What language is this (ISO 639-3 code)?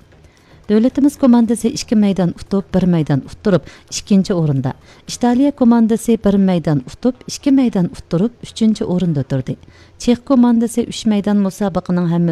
uig